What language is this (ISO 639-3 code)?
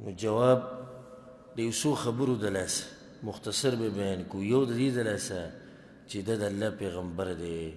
pus